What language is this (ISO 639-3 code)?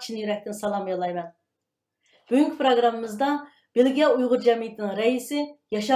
uig